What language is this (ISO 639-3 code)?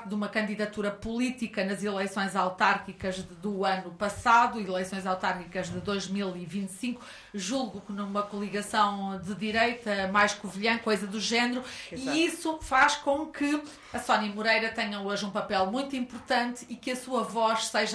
por